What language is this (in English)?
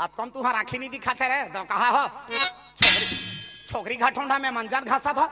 Chhattisgarhi